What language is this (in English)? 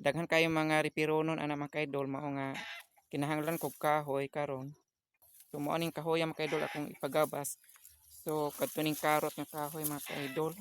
Cebuano